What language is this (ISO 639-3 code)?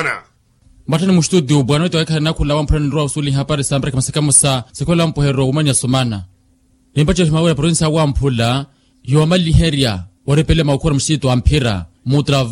vmw